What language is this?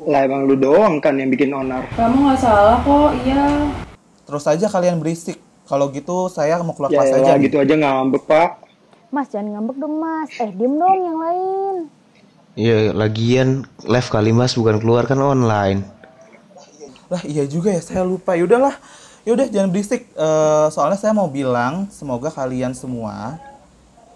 Indonesian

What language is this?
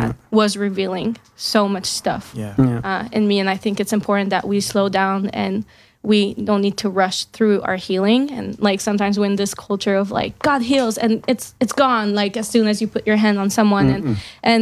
English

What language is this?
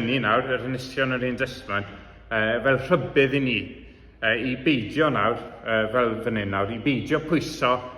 Welsh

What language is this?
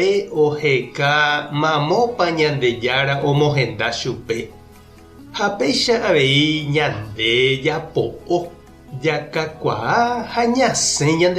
Guarani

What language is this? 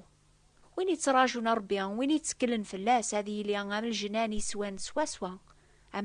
Kabyle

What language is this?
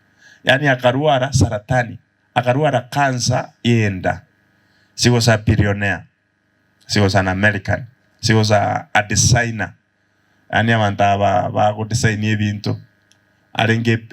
Gusii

